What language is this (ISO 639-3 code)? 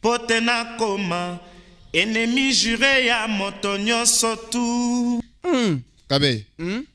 lua